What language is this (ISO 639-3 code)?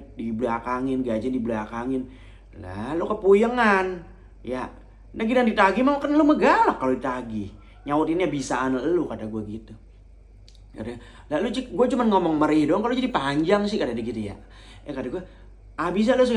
bew